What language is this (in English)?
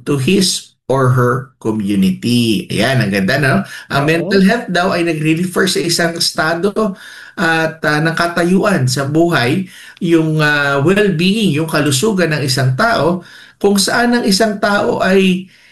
Filipino